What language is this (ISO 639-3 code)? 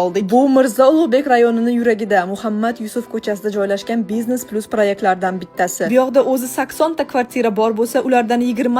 uzb